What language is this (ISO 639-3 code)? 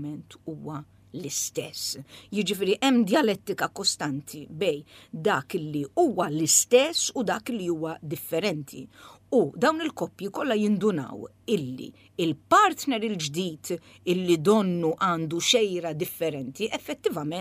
mlt